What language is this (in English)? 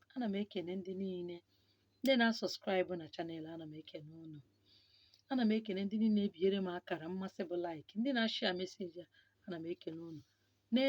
Igbo